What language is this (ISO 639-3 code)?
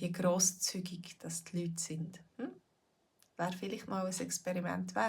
gsw